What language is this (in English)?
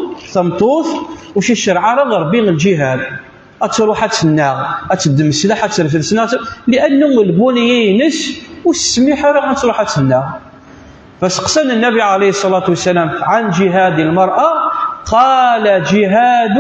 Kabyle